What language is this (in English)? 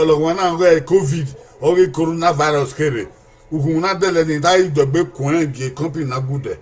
Bini